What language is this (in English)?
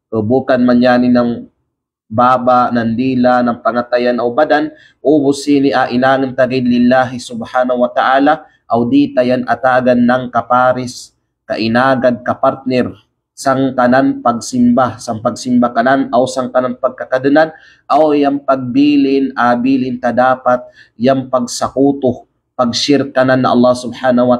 Kalagan